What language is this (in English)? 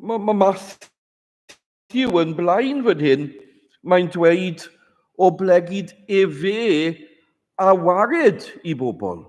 Welsh